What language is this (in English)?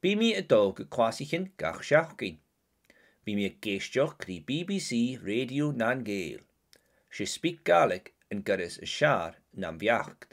Scottish Gaelic